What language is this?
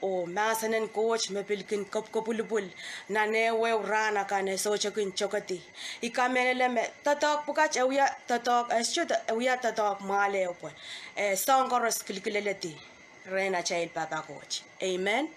Pohnpeian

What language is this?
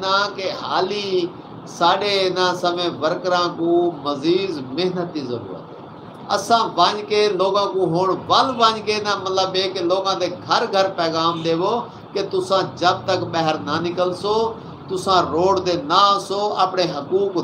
Saraiki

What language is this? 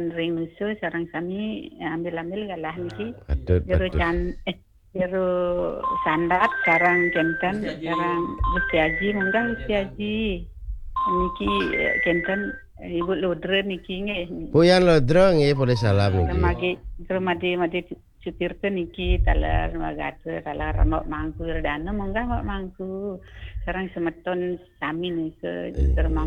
Balinese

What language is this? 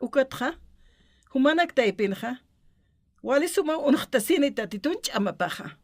Aymara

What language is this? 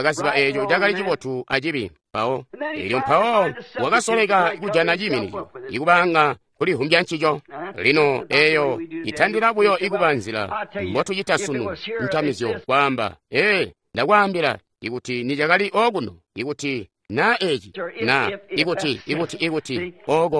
Tonga (Zambia)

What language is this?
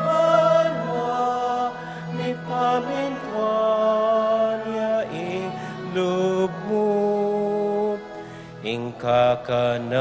Pampanga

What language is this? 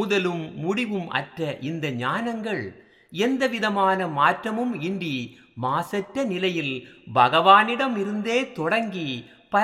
Tamil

